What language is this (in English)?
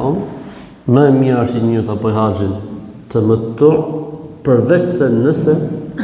Albanian